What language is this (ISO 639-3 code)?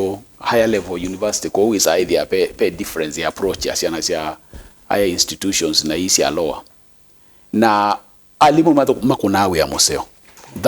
kam